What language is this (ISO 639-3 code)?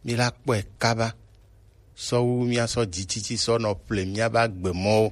gej